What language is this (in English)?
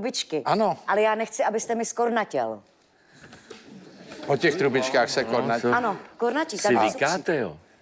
Czech